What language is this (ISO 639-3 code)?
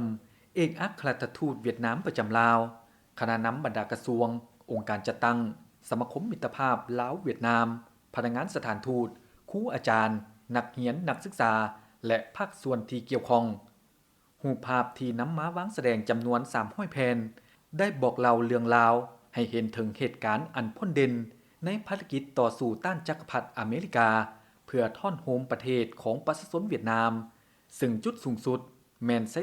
lao